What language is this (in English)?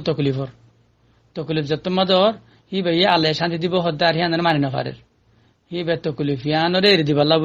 Rohingya